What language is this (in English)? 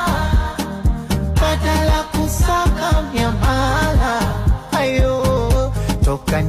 Swahili